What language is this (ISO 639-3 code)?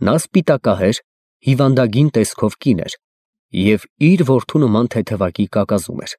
hye